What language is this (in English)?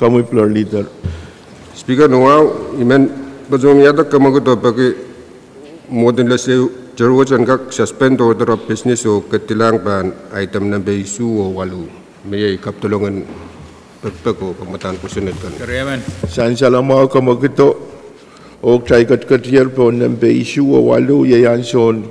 Pohnpeian